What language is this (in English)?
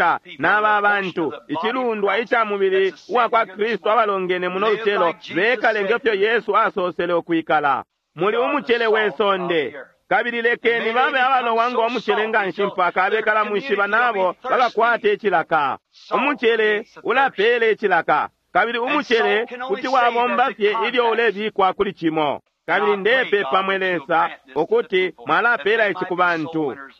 Bemba